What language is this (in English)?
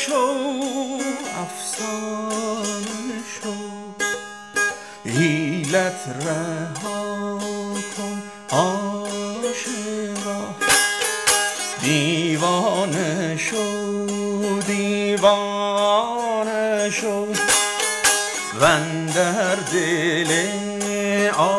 Persian